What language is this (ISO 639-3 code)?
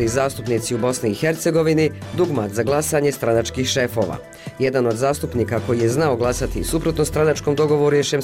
bos